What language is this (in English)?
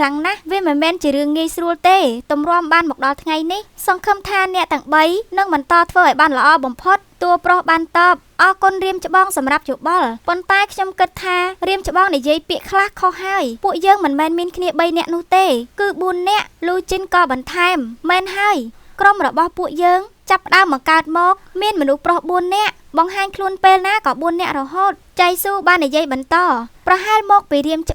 Khmer